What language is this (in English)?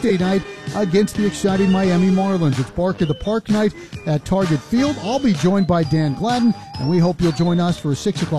English